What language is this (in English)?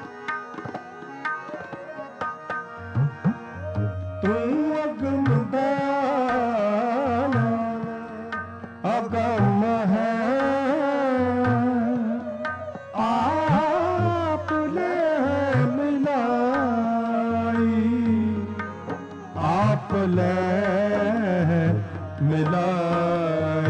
Punjabi